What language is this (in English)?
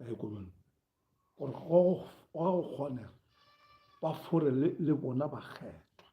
Northern Sotho